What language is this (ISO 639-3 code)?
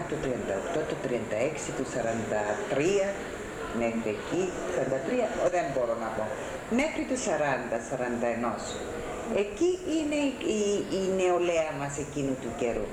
ell